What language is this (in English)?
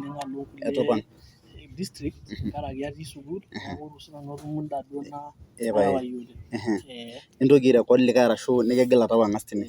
Masai